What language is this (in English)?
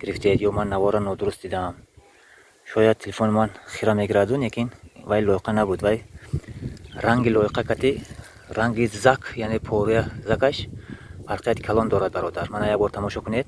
Tajik